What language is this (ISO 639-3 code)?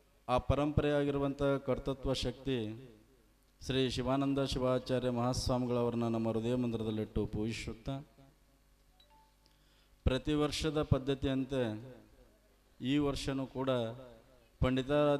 kan